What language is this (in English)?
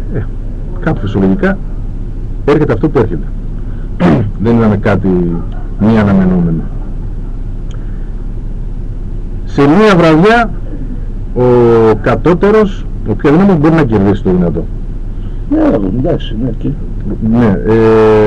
Greek